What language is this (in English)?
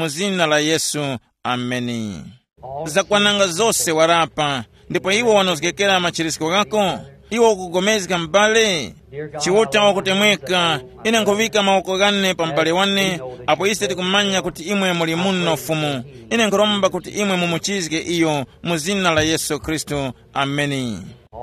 Tumbuka